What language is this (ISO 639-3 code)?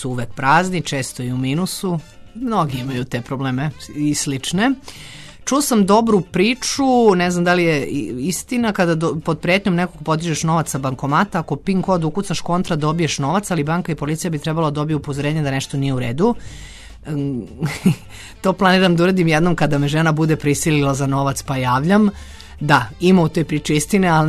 srp